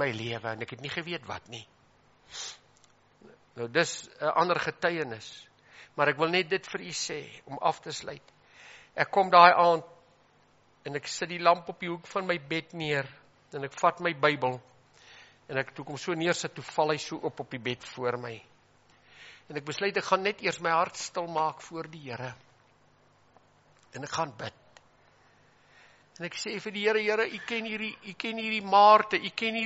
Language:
Afrikaans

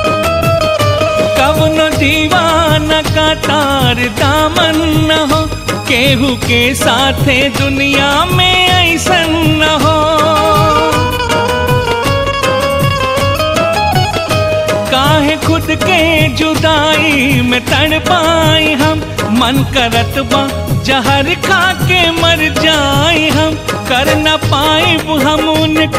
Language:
Bhojpuri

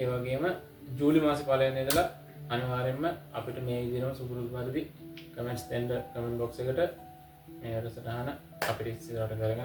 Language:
Sinhala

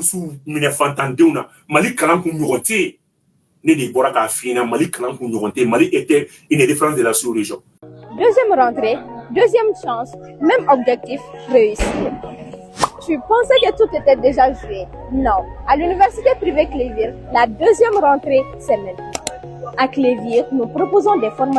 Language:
Bambara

